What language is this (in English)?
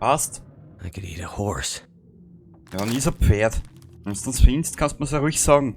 Bavarian